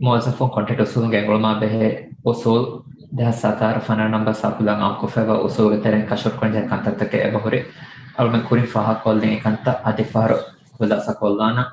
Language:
Divehi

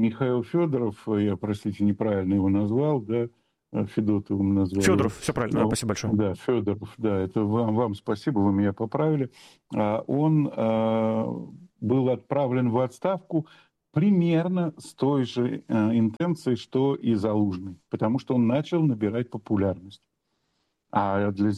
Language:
Russian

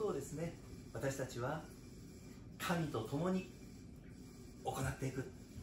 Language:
Japanese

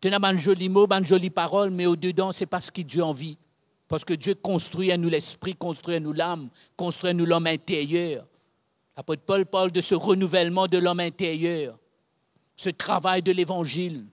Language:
Morisyen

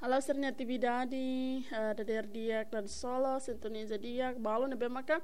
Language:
Tetum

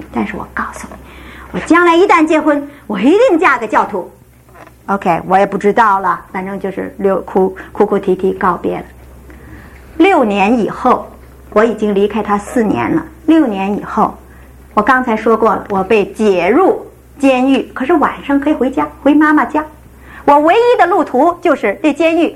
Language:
Chinese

